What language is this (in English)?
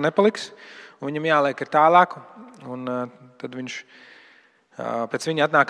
Latvian